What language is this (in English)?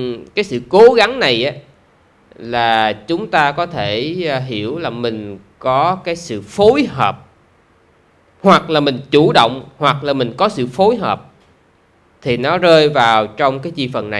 Vietnamese